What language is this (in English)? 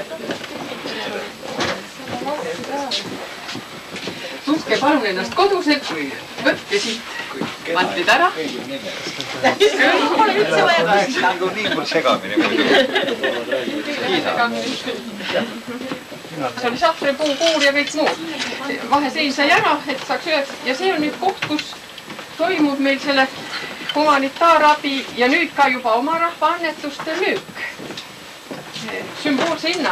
Estonian